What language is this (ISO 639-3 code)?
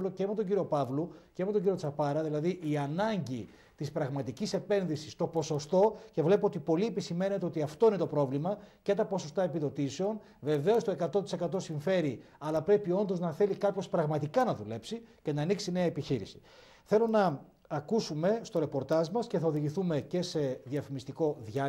ell